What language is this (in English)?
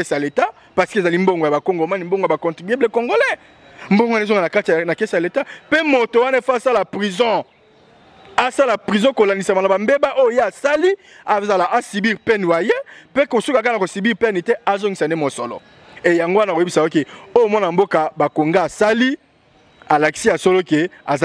Lingala